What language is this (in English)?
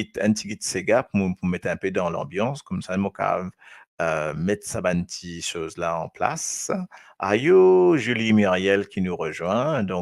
Morisyen